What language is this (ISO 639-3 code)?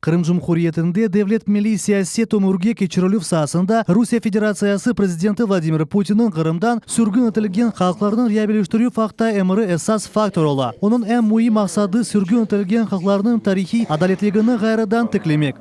crh